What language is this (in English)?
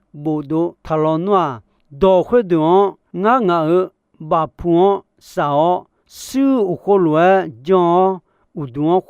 Akha